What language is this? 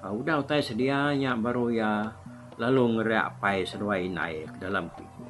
Iban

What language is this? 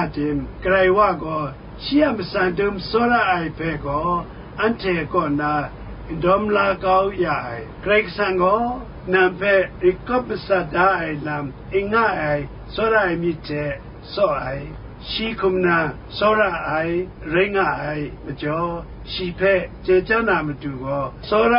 Kachin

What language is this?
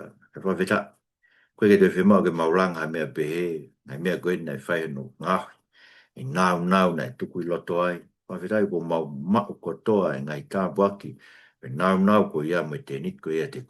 Tongan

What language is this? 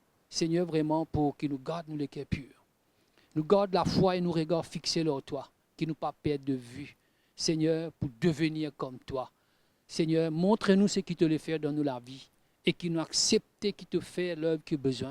Morisyen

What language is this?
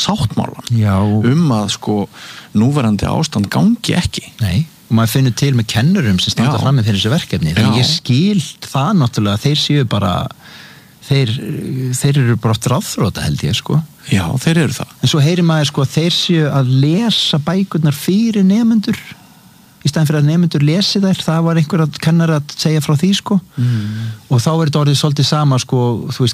Icelandic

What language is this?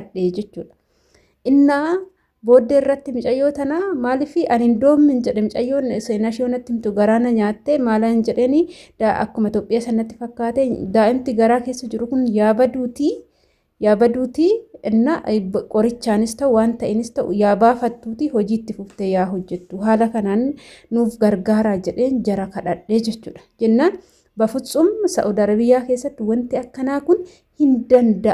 Oromo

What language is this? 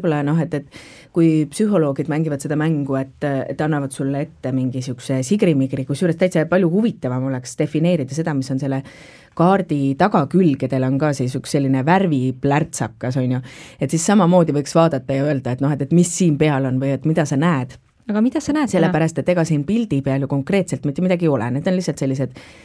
Estonian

